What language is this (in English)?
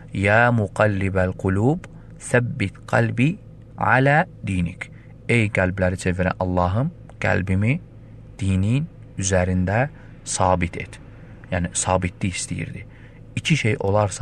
Azerbaijani